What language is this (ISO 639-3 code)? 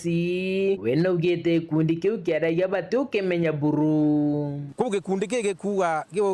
mer